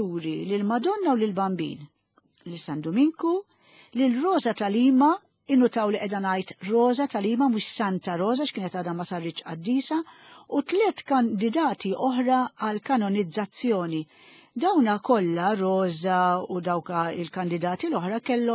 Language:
Maltese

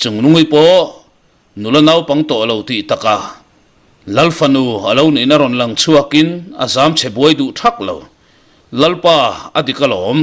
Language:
Mizo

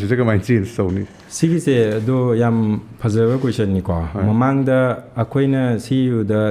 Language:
Manipuri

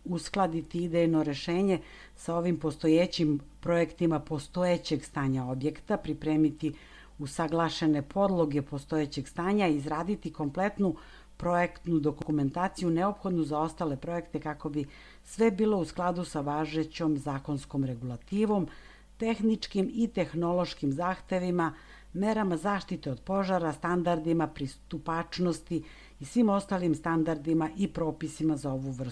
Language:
Serbian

